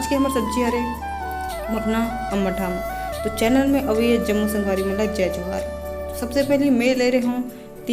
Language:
Chhattisgarhi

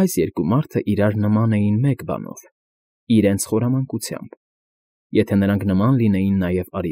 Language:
Armenian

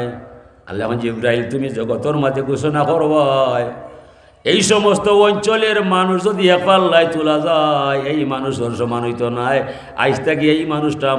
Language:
Sylheti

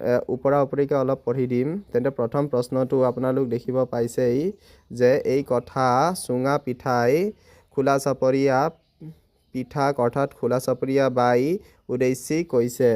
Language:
Assamese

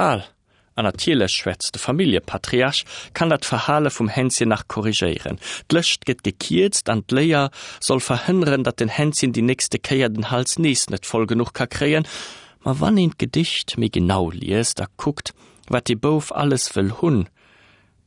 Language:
Luxembourgish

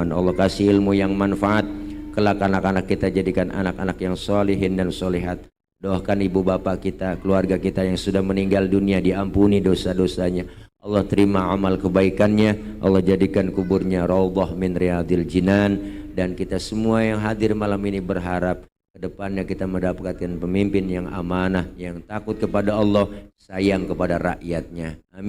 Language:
Betawi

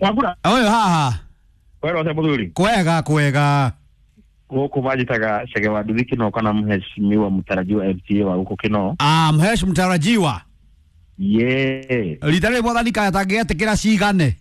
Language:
Kikuyu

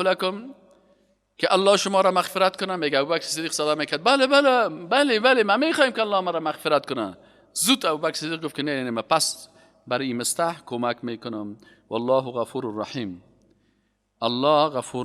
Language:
Persian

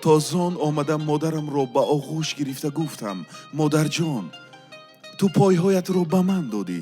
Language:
Tajik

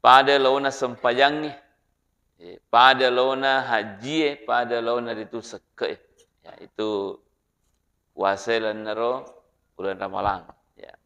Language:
Buginese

